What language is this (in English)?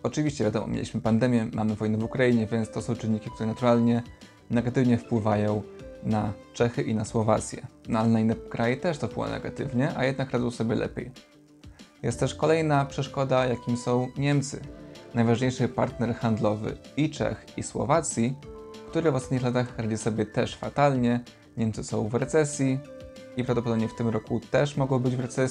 Polish